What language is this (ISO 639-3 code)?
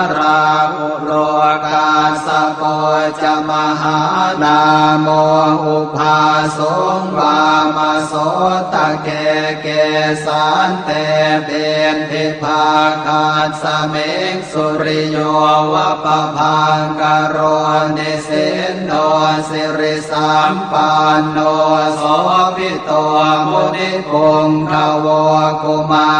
pli